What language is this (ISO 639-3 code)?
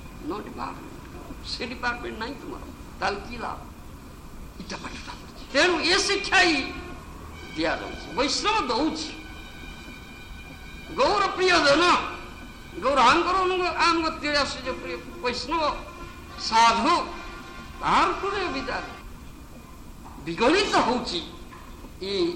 ori